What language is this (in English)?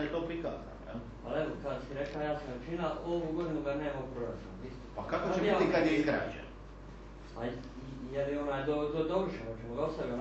Croatian